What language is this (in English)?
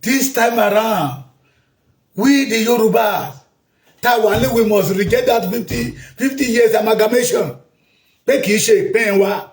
Yoruba